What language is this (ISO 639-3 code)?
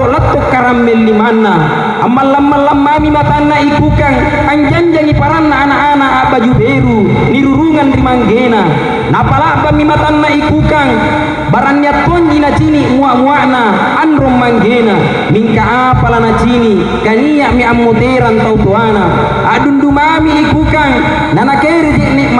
mak